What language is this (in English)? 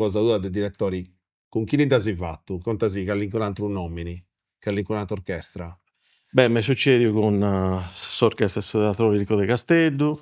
Sardinian